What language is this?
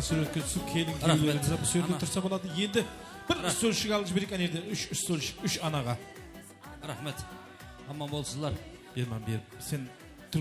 Kara-Kalpak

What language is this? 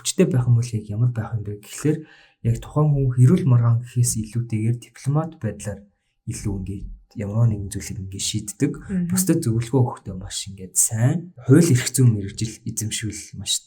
Mongolian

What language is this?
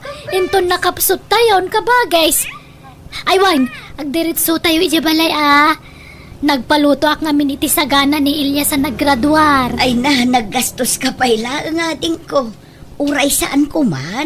Iloko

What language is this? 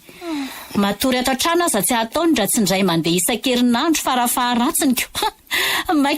Malagasy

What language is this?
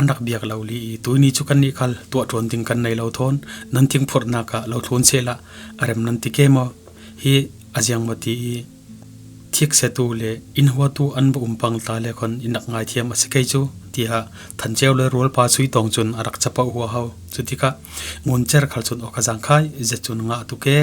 Falam Chin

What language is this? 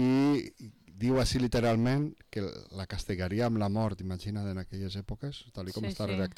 Catalan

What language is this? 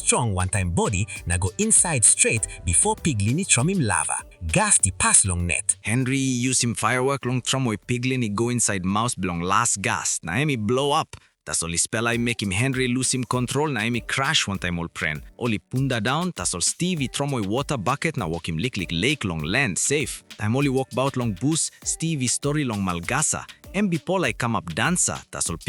Tok Pisin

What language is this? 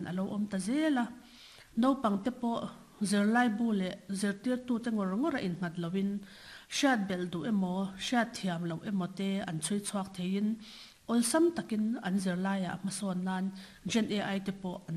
Mizo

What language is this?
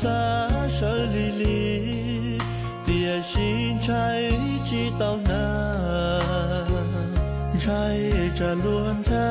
Hmong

